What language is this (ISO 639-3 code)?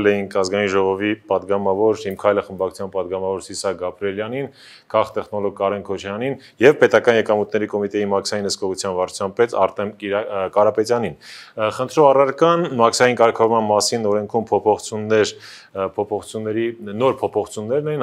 hye